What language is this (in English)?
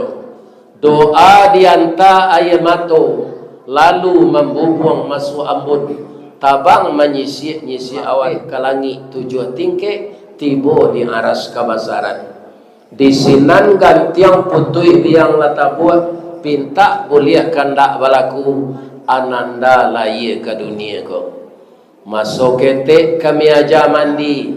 Minangkabau